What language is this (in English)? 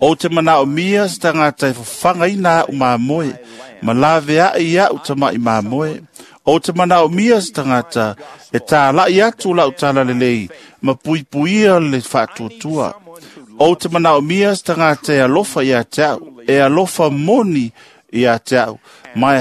Samoan